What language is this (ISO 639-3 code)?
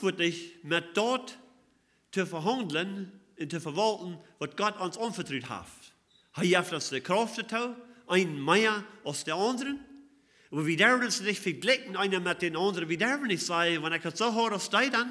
pdt